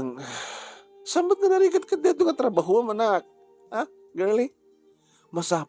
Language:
Iloko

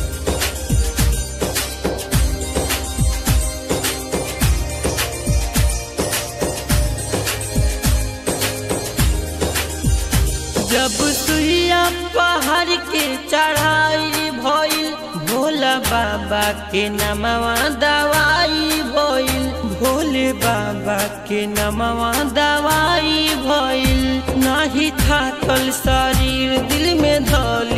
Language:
Bhojpuri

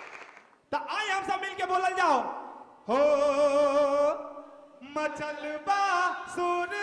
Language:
Bhojpuri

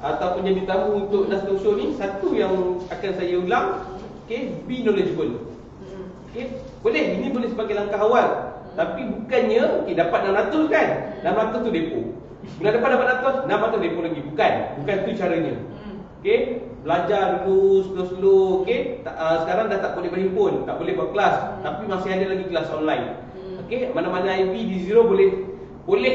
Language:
Malay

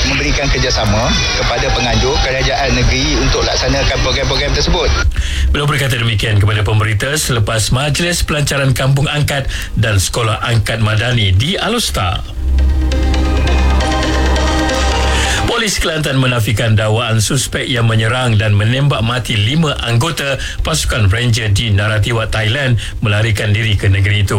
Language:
Malay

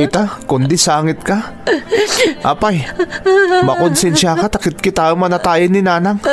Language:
Iloko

